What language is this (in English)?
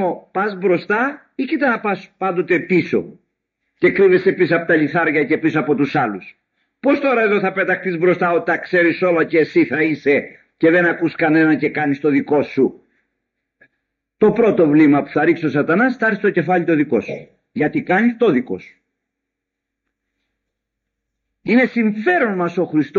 Greek